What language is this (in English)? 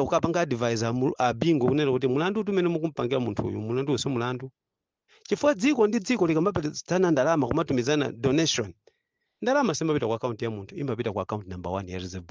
Nyanja